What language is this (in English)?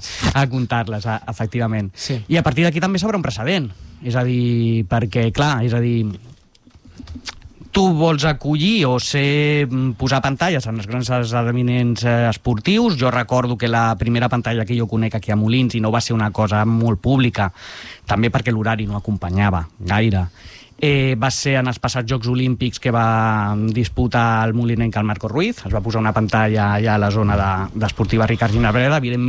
Catalan